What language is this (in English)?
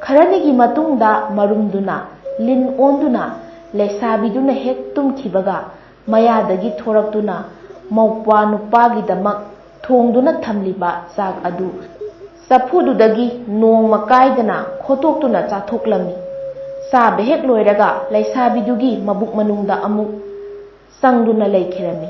Manipuri